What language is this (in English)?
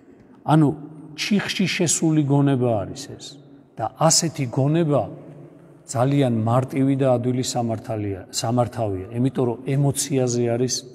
Georgian